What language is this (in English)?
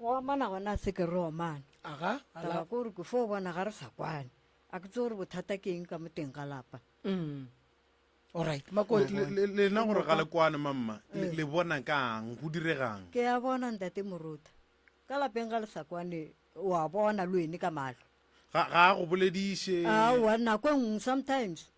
Northern Sotho